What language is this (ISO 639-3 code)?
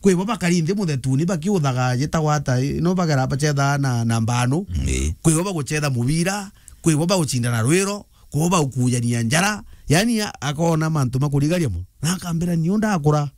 mer